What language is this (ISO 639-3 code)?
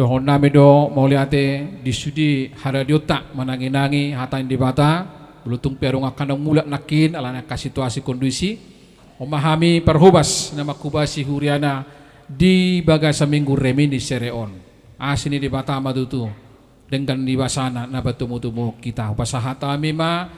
bbc